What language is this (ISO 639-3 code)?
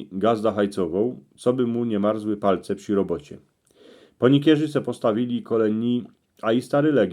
szl